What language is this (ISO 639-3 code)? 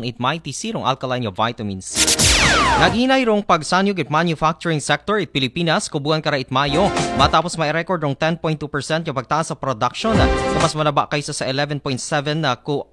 akl